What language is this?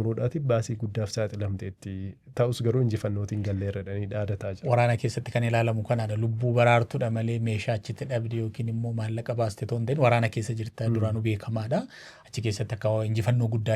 Oromo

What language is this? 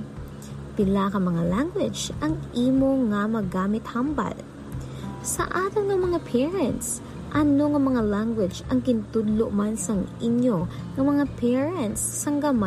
Hiligaynon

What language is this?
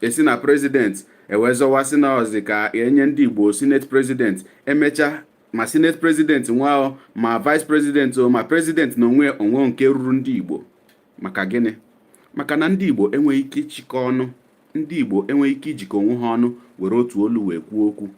Igbo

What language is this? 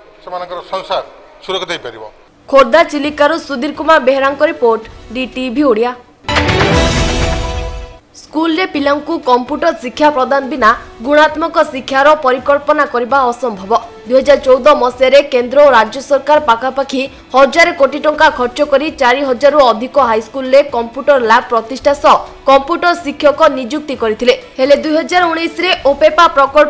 Odia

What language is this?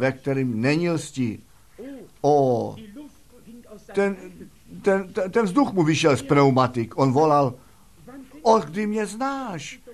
Czech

